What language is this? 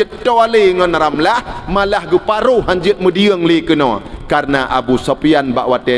Achinese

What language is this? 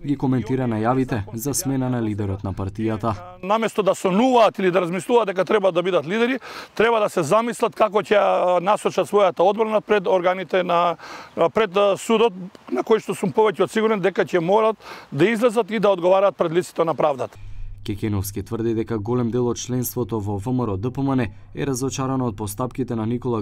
Macedonian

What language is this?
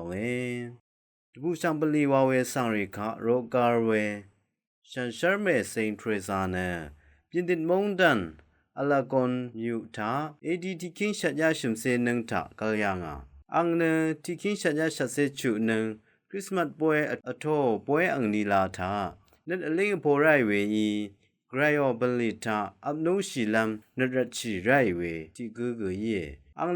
Rawang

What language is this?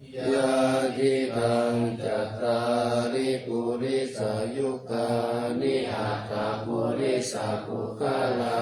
Pali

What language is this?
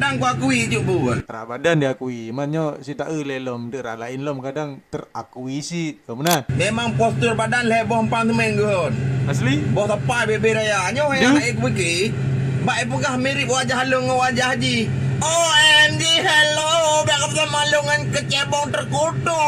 Achinese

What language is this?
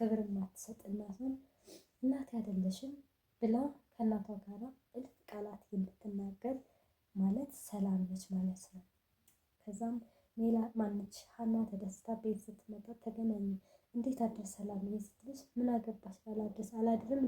Amharic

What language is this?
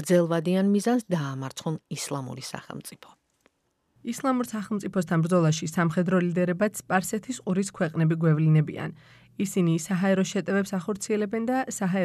Georgian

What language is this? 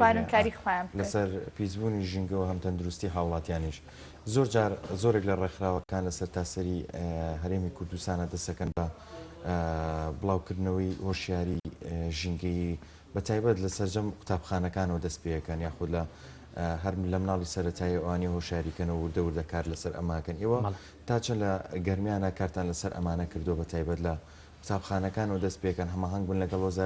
Central Kurdish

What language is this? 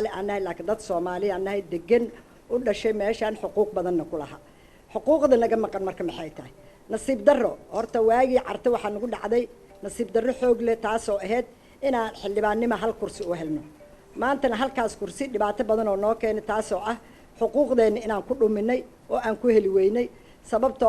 Somali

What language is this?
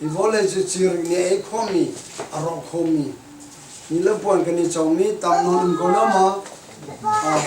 Hakha Chin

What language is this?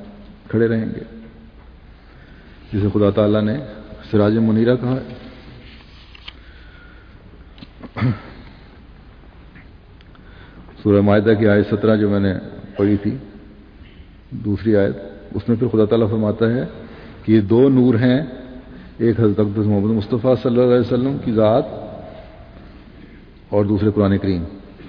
Urdu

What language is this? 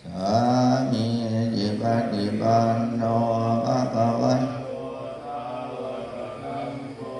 Pali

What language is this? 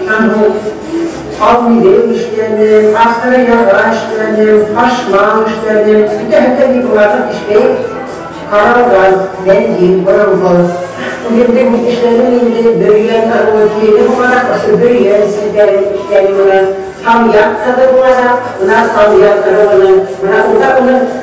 Bashkir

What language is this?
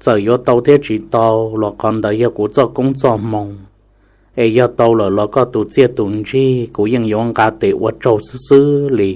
Hmong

